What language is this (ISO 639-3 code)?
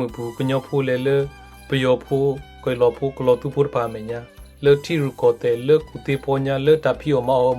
ksw